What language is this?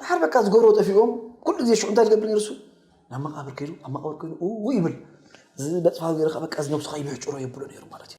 Tigrinya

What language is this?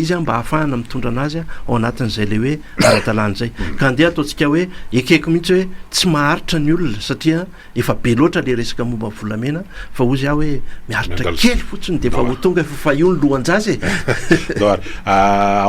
Malagasy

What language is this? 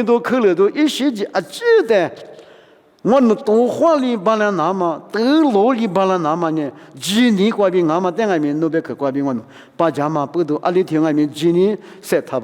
Lisu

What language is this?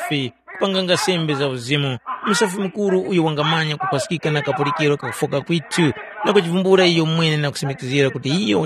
Tumbuka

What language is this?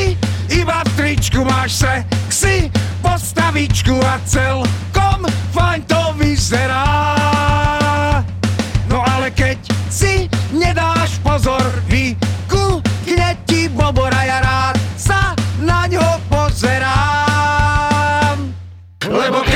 Slovak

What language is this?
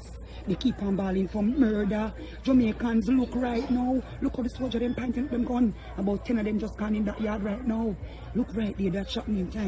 Jamaican Creole English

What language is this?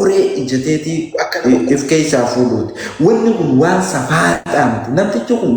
Oromo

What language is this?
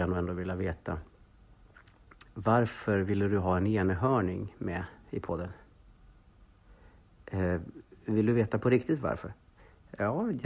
Swedish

